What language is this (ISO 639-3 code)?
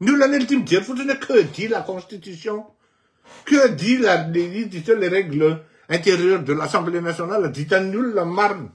mlg